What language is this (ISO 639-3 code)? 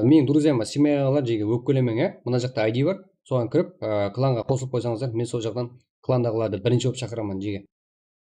kaa